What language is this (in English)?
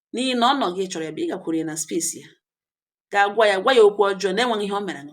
Igbo